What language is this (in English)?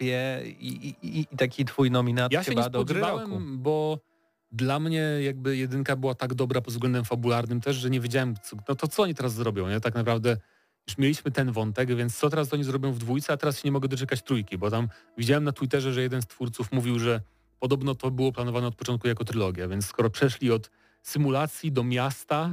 Polish